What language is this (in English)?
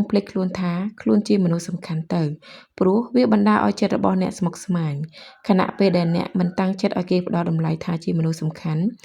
Khmer